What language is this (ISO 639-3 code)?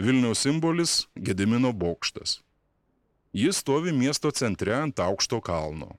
lit